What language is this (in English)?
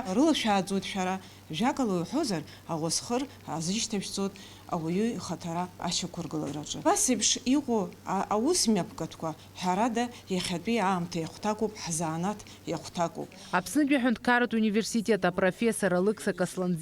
Abkhazian